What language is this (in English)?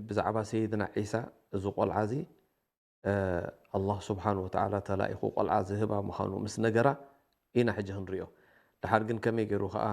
Tigrinya